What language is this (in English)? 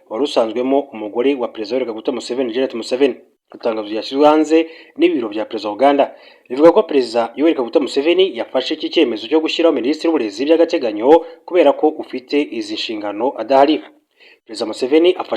Kinyarwanda